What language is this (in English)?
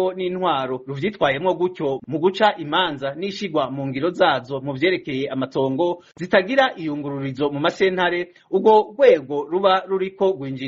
Rundi